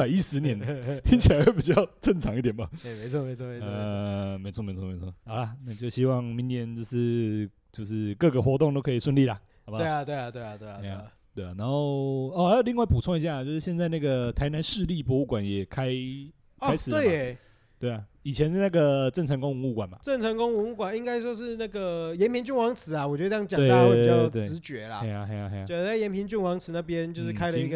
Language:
Chinese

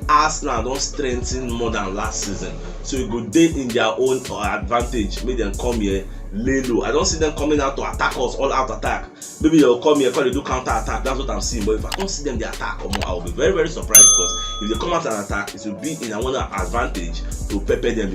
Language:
Nigerian Pidgin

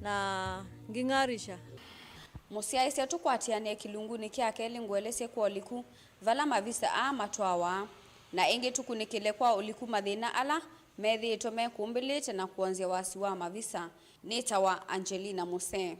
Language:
Kamba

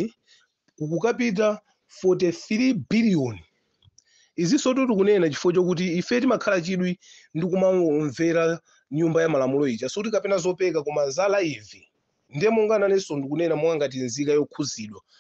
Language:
Nyanja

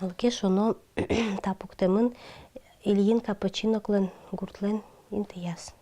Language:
Udmurt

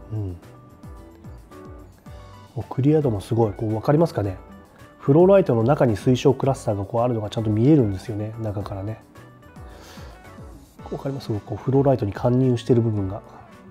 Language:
Japanese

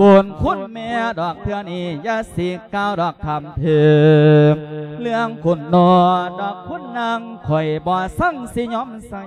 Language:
Lao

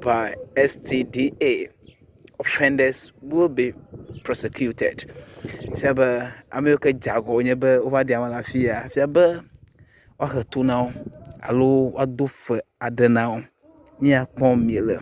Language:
Ewe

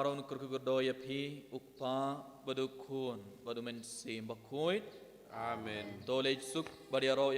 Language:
Khasi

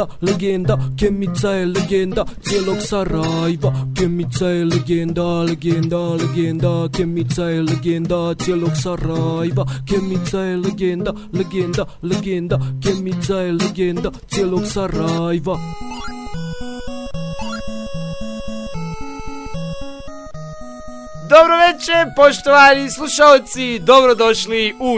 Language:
Bosnian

